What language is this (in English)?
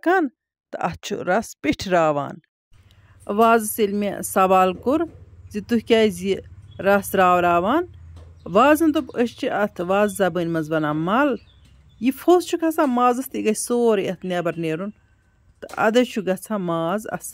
Kashmiri